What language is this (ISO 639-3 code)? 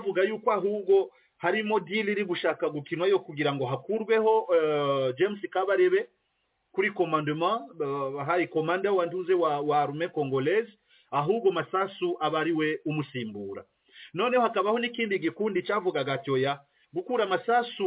kin